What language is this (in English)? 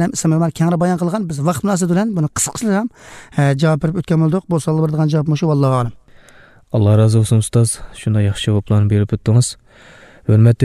Uyghur